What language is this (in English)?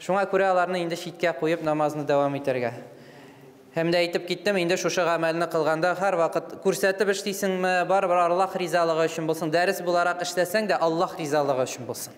Tatar